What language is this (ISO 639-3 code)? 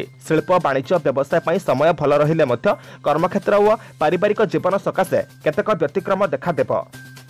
ori